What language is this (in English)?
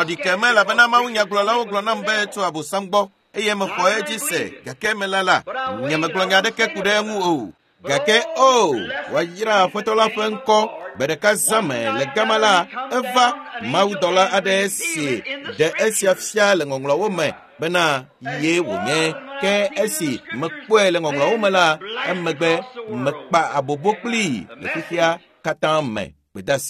Ewe